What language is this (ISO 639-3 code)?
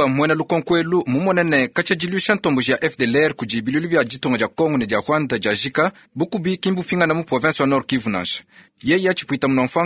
lua